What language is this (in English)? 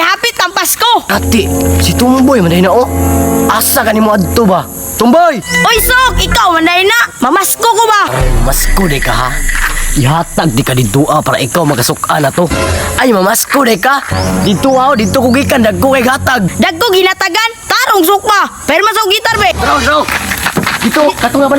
Cebuano